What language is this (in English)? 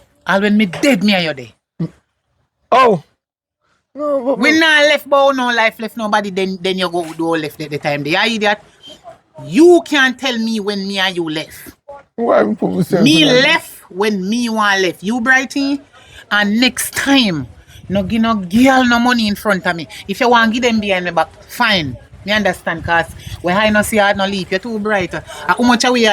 Jamaican Creole English